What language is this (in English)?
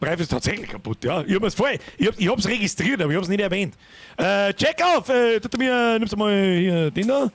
Bavarian